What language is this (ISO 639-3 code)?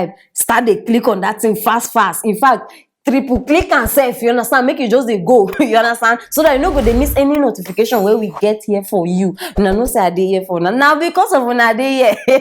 pcm